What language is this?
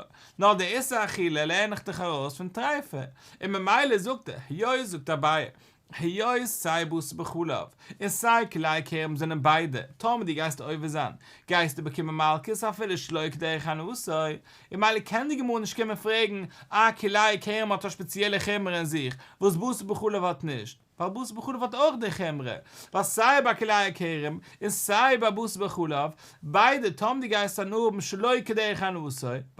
Yiddish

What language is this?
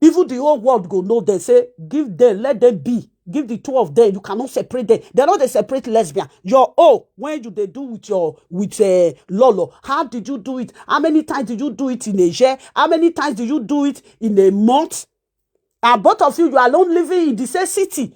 Nigerian Pidgin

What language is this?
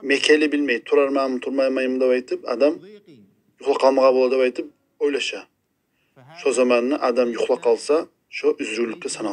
Kumyk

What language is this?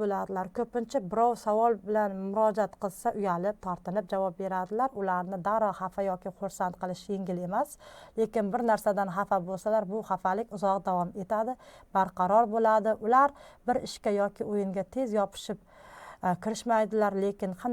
Uzbek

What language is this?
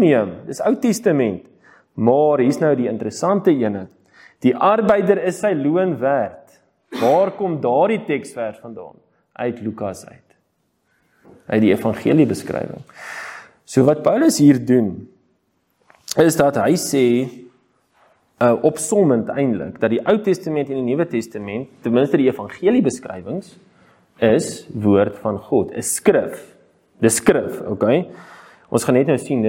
Afrikaans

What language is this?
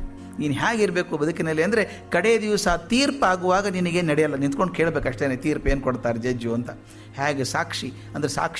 Kannada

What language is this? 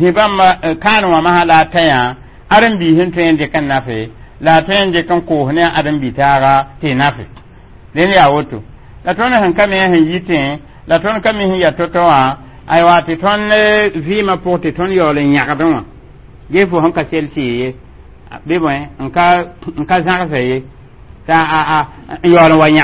Mossi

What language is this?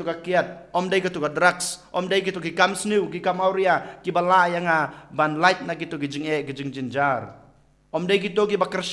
Khasi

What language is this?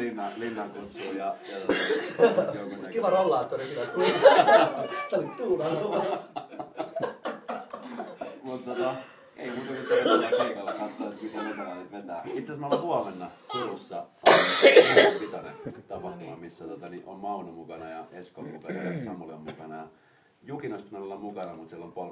Finnish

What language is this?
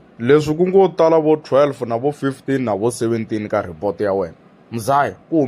Tsonga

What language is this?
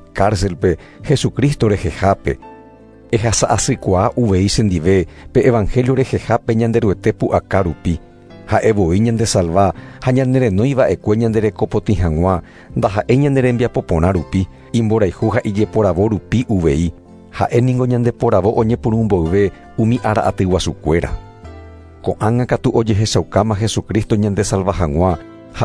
Guarani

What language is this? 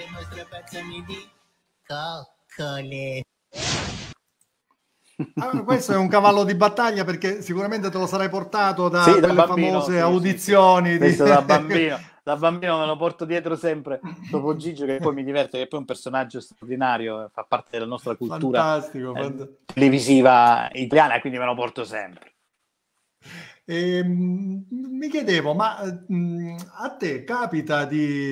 Italian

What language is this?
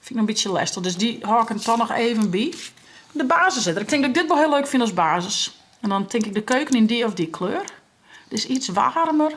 Western Frisian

